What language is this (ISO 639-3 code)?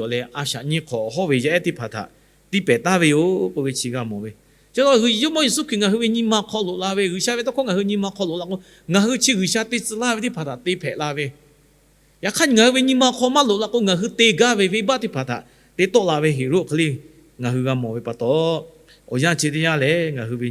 lhu